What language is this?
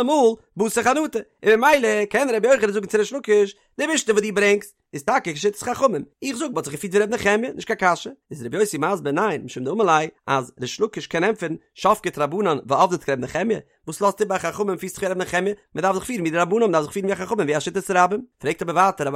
Yiddish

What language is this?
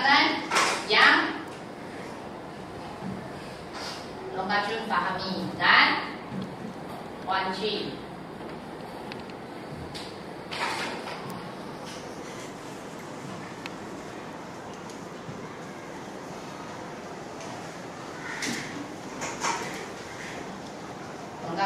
Malay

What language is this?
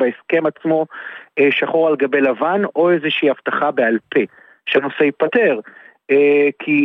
Hebrew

